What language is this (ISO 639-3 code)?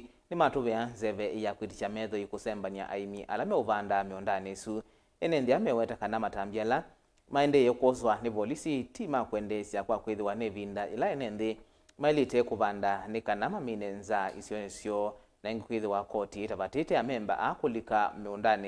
kam